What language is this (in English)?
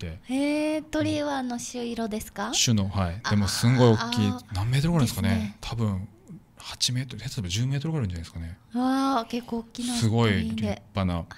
Japanese